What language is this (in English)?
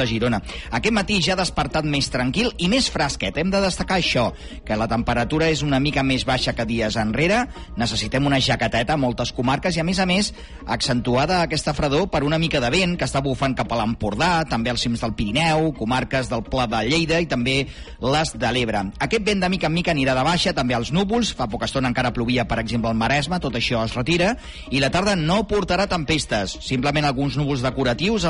Catalan